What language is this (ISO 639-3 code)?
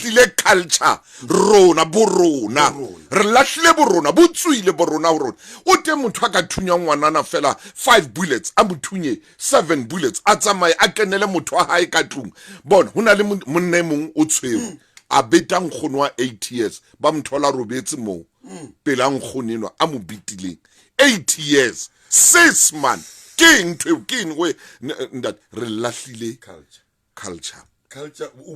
sot